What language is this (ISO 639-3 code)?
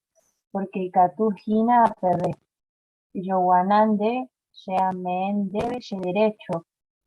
grn